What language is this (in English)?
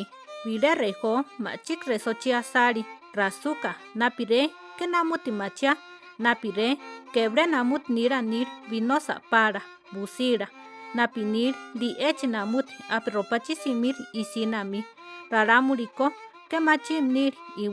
Central Tarahumara